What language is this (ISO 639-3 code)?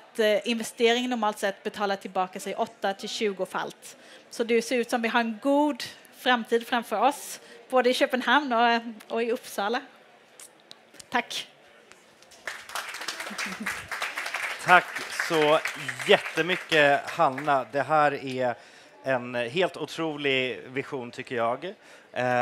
swe